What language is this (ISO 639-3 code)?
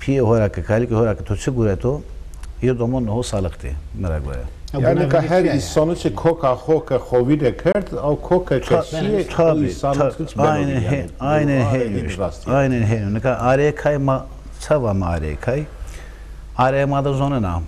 zza